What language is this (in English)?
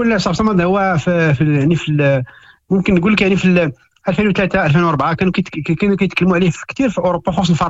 Moroccan Arabic